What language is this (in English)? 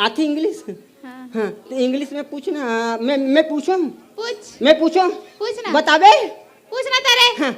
Chhattisgarhi